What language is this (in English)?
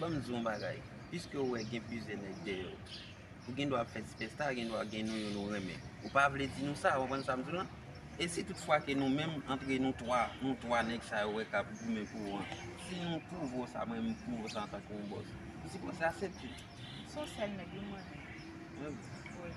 Haitian Creole